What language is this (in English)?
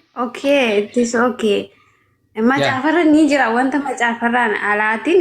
Oromo